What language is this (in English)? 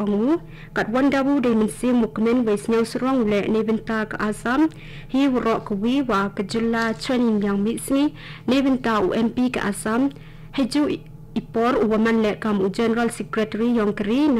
Khasi